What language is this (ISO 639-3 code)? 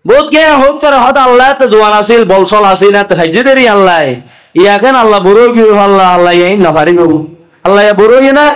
rhg